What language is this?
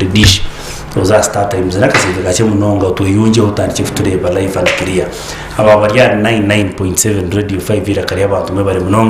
Nyankole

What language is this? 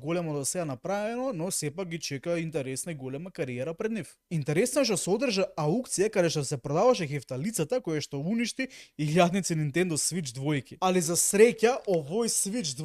Macedonian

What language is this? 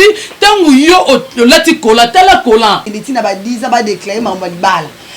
Lingala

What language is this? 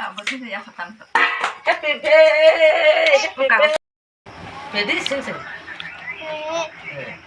Kok Borok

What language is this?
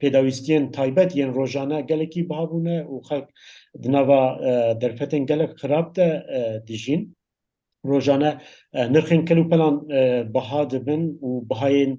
Kurdish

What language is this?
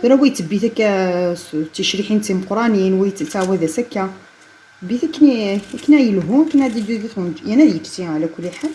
Kabyle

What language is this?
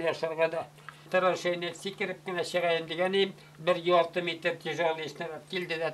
Bashkir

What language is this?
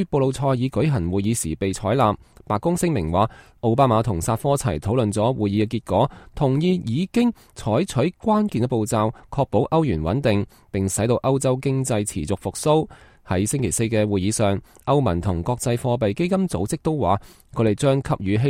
Cantonese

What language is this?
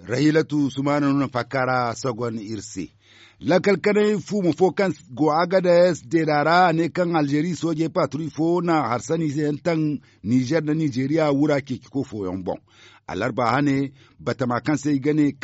Zarma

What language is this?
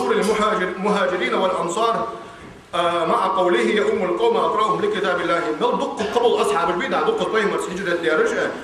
Ingush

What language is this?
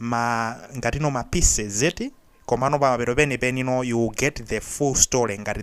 Nyanja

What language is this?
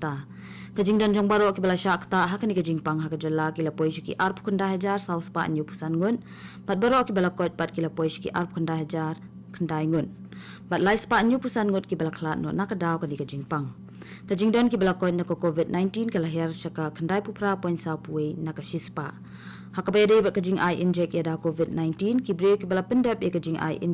Khasi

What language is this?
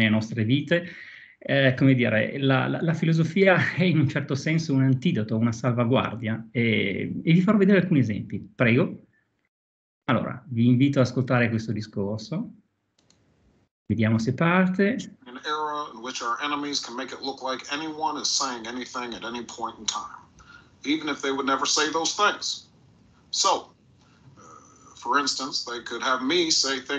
Italian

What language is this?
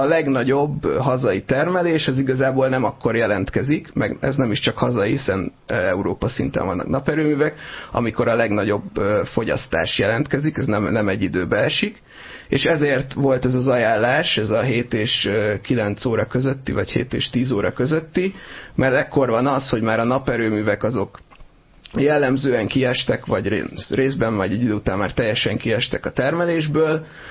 Hungarian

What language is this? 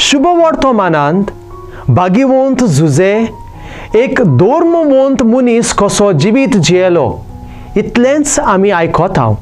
Konkani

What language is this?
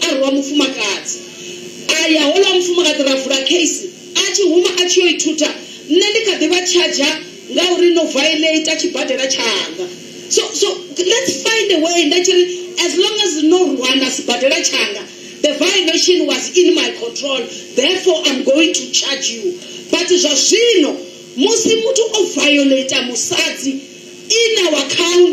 Venda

